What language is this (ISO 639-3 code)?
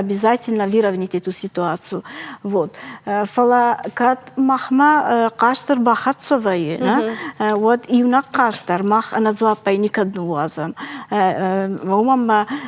oss